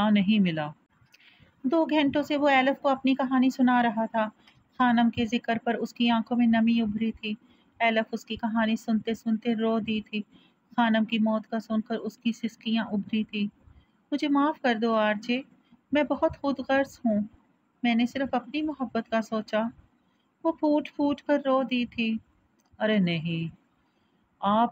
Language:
Urdu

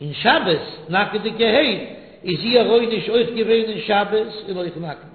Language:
Yiddish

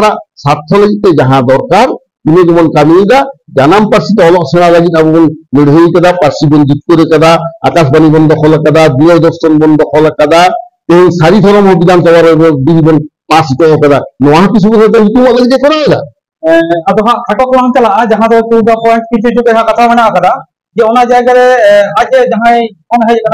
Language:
Santali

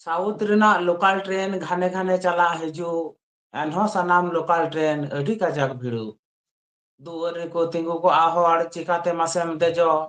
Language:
Santali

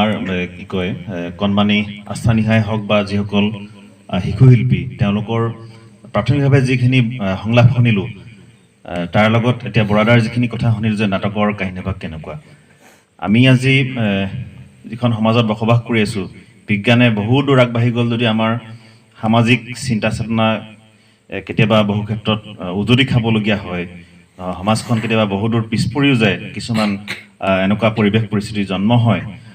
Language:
Assamese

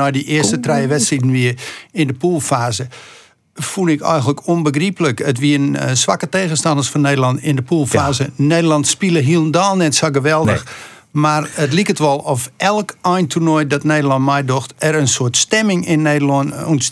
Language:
Western Frisian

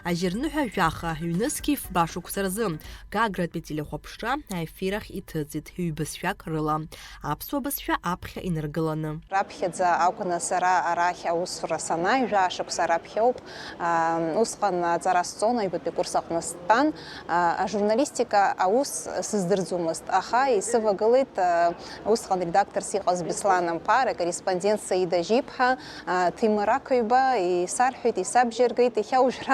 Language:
Abkhazian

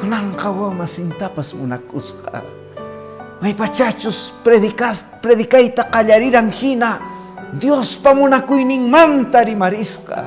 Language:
Quechua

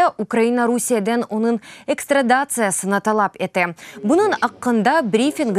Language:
Crimean Tatar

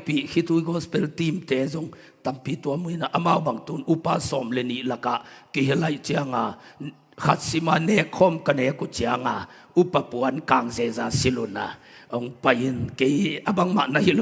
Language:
Tedim Chin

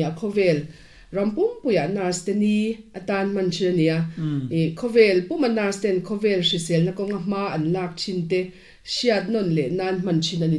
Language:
Mizo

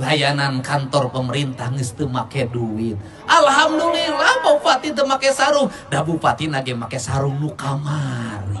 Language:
Sundanese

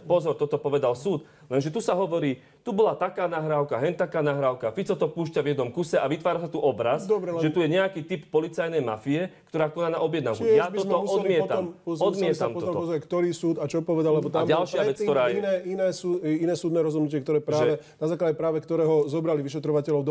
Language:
Slovak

